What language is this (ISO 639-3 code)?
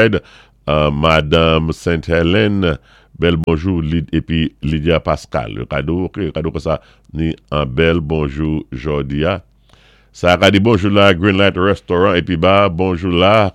acf